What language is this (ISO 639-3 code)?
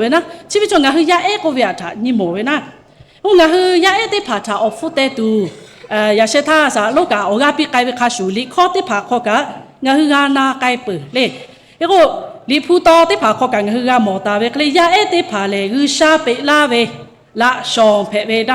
lhu